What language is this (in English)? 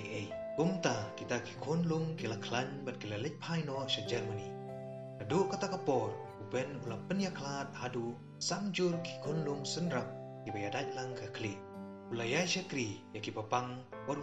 Khasi